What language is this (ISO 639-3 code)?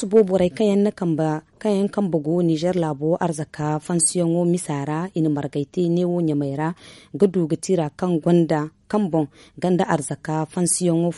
dje